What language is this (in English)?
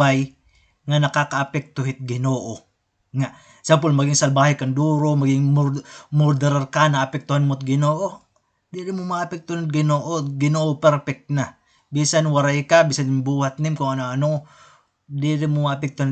Waray